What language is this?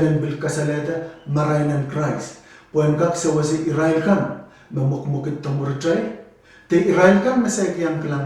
Pohnpeian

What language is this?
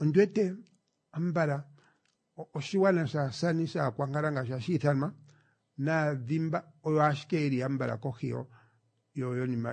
Kuanyama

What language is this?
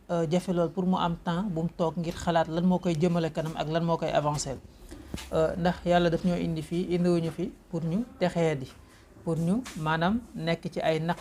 Wolof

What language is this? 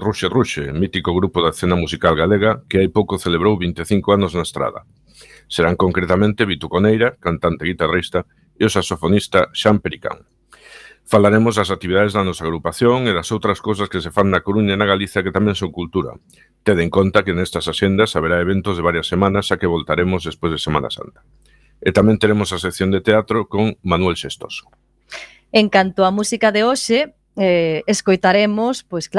Galician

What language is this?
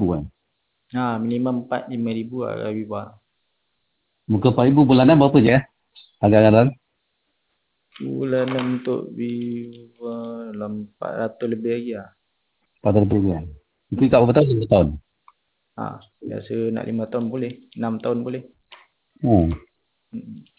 Malay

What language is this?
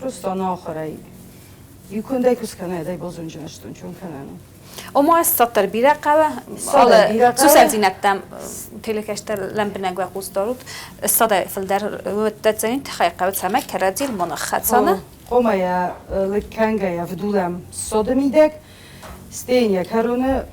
Ossetic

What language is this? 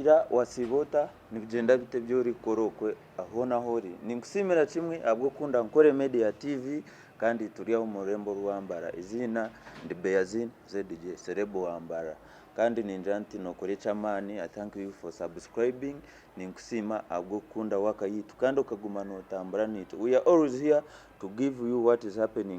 Nyankole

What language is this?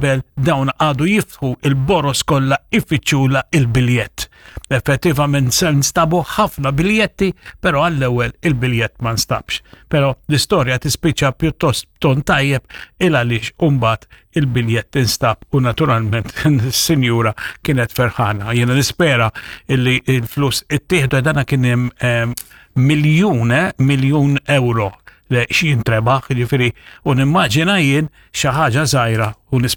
Maltese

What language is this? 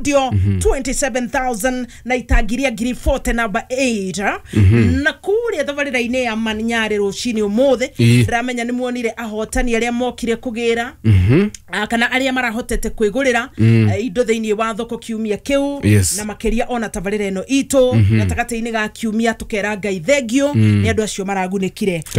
Kikuyu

